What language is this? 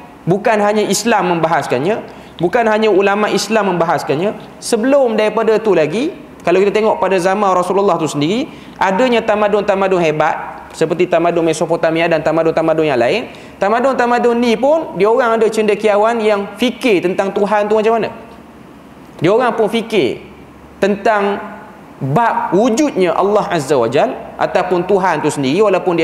Malay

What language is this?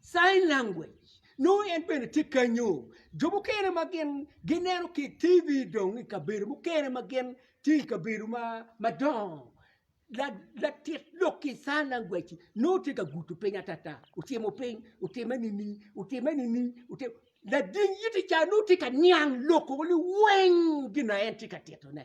Acoli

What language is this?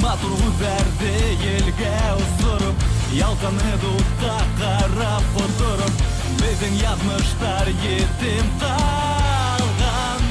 Bashkir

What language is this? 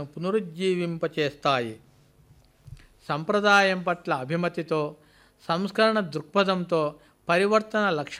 Telugu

